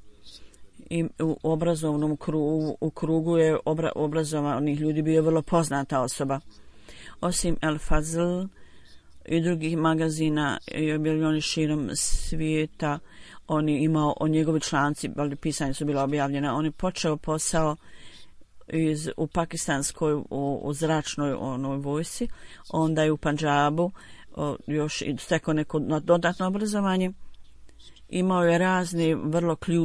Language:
Bosnian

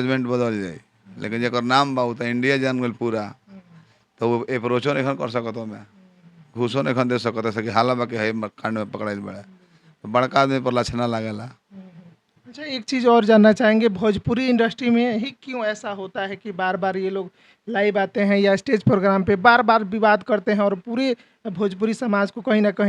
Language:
Bhojpuri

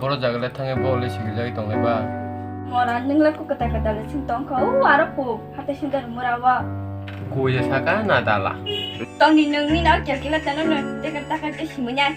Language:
Kok Borok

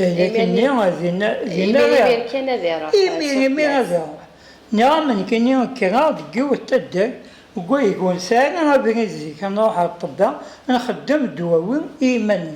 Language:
Kabyle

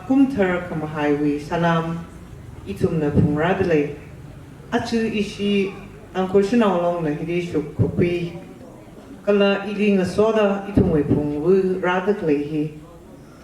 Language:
Tangkhul Naga (India)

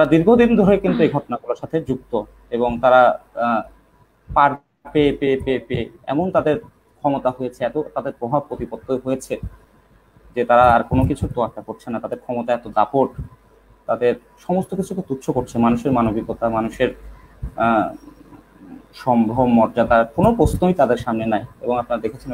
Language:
Bangla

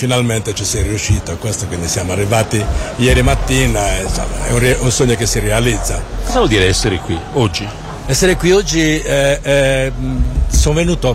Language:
Italian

